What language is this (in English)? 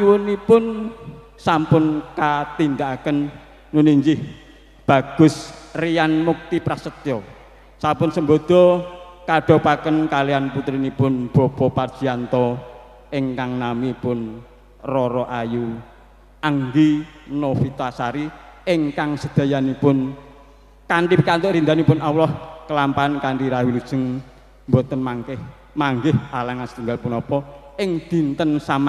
Javanese